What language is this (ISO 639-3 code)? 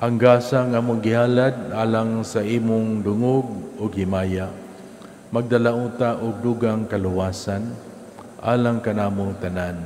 ceb